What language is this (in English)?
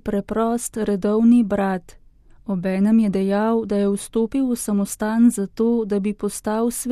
Slovenian